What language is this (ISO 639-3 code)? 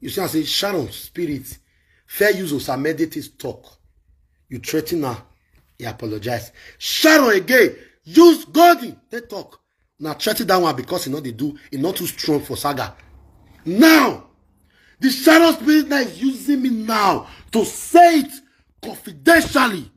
pcm